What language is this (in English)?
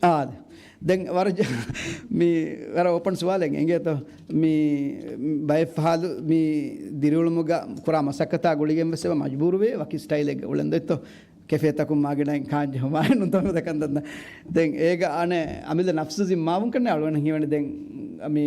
Divehi